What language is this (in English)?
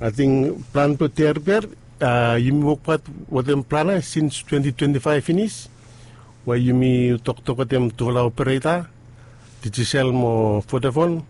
Bislama